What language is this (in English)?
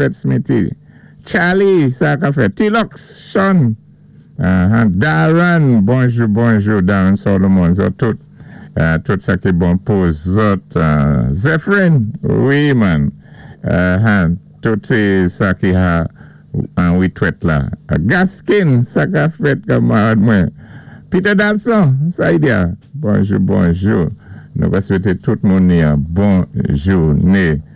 Saint Lucian Creole French